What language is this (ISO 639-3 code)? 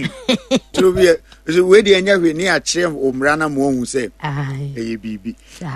aka